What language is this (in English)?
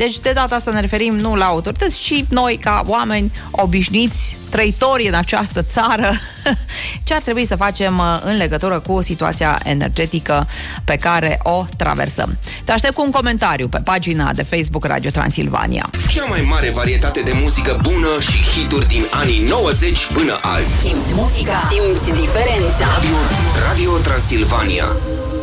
Romanian